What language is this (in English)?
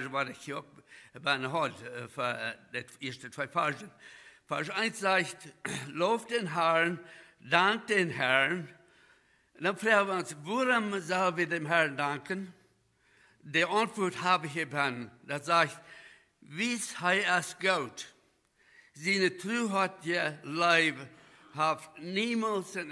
Plautdietsch